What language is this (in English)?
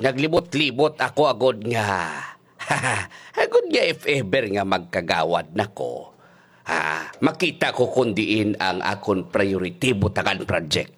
Hiligaynon